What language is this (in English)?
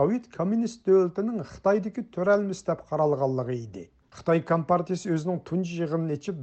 Uyghur